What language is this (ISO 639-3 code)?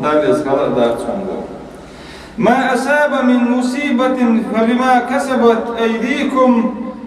che